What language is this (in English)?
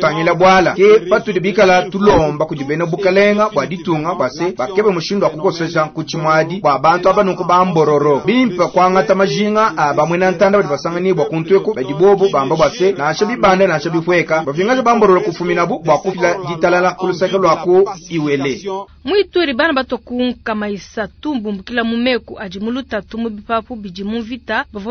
Luba-Lulua